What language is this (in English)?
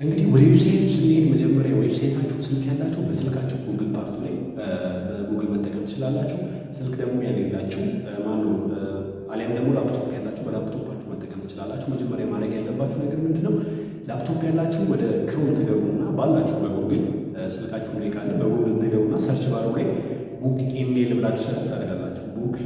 Amharic